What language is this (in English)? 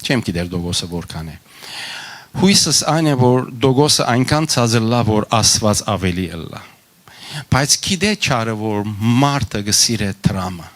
Western Armenian